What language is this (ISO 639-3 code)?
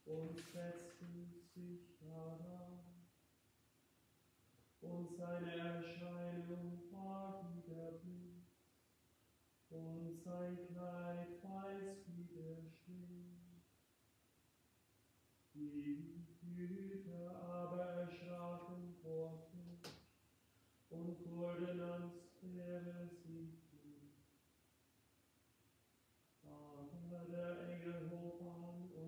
deu